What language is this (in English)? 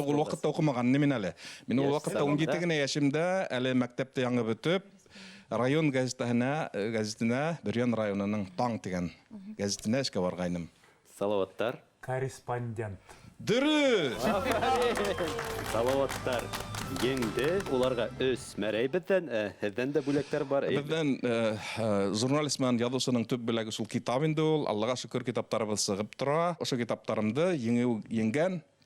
Bashkir